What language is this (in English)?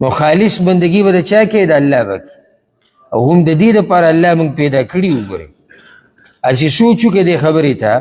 Pashto